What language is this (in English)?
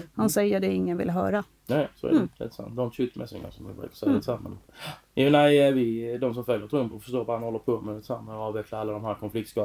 Swedish